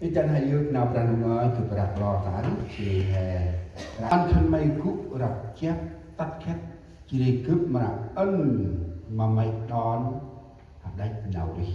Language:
Central Mnong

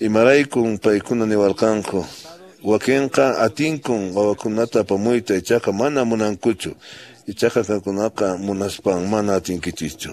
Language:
Quechua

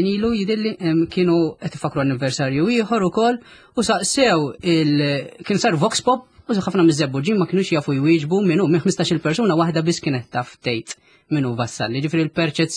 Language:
Maltese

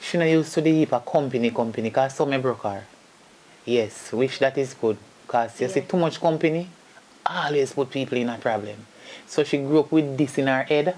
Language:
Jamaican Creole English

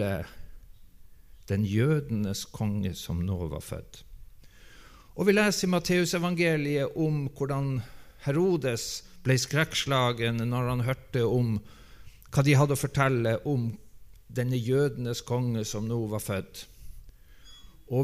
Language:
Norwegian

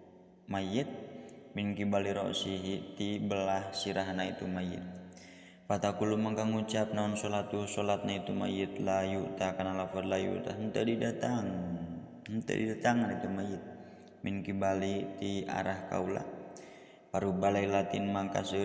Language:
Sundanese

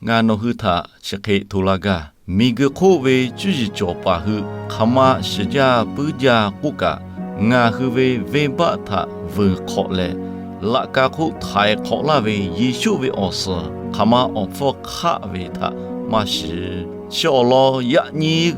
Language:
Lahu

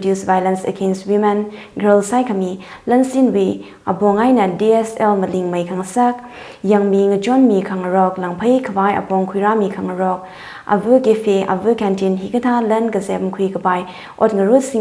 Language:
Tangkhul Naga (India)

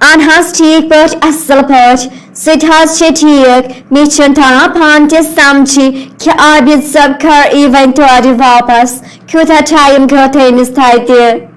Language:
Kashmiri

